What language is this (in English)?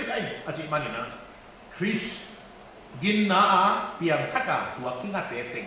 Paite Chin